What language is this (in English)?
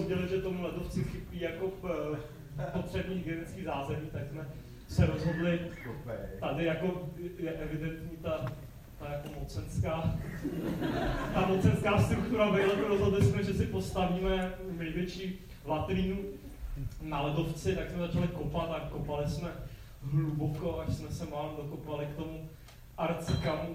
Czech